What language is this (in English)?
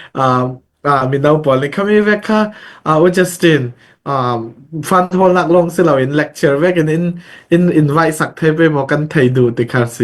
Falam Chin